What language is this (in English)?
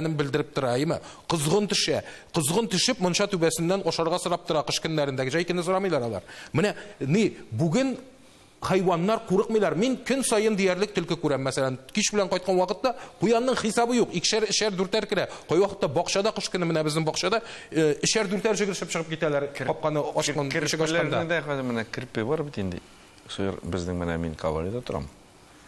Tatar